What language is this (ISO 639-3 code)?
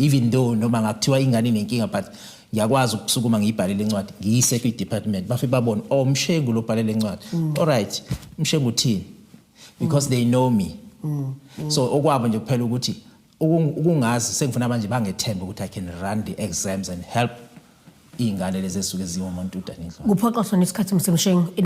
zul